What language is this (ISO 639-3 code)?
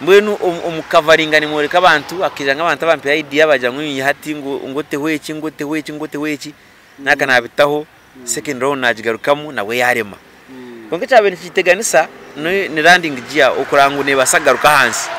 nyn